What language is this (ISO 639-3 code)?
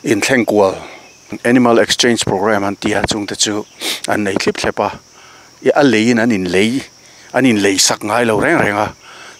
lus